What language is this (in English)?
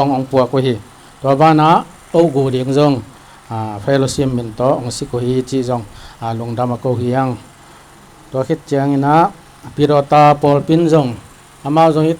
Tedim Chin